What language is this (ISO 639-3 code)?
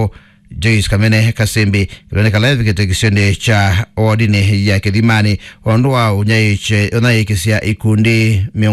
kam